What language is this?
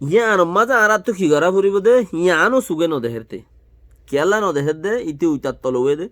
Rohingya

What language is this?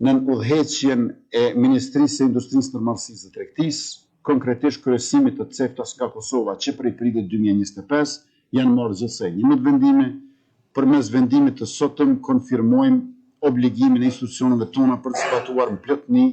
Albanian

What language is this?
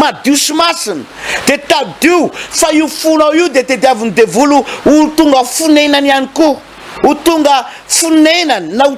Malagasy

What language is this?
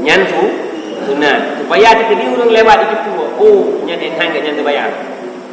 Achinese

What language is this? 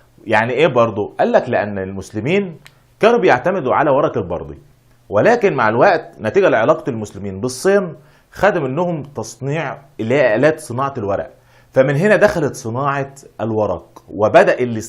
Egyptian Arabic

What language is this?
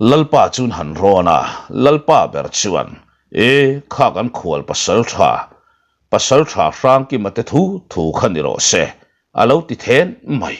Mizo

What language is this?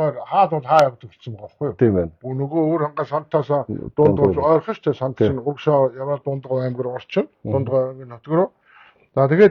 Mongolian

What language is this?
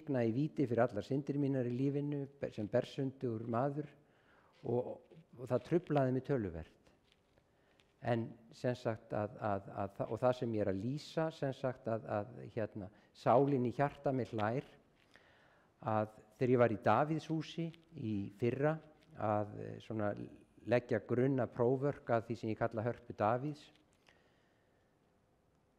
Icelandic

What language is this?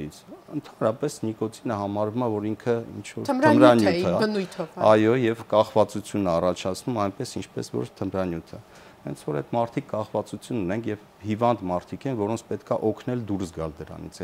Armenian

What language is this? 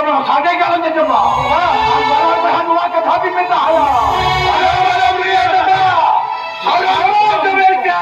Santali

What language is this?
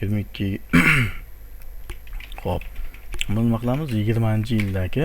Uzbek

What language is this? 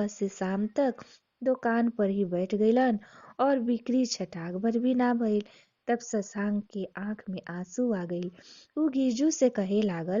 Bhojpuri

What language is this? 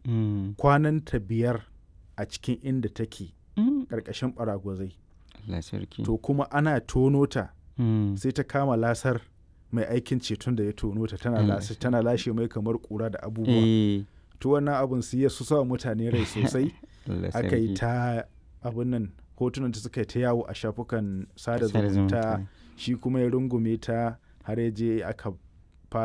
Hausa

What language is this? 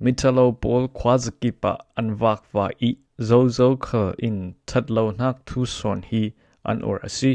Falam Chin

